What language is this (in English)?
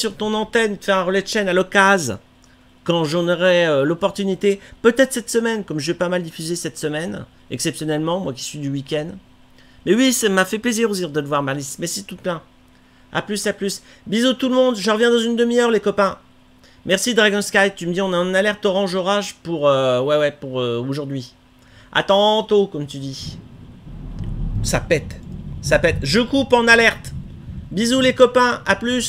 French